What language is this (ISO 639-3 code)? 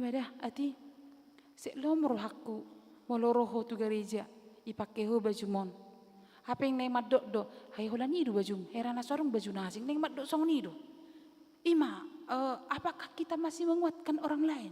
bbc